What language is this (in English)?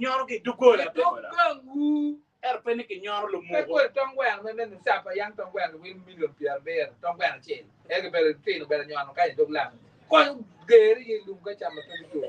Acoli